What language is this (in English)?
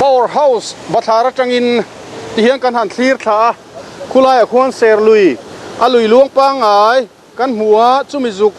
Mizo